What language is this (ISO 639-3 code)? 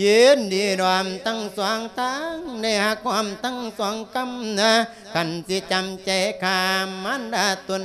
lao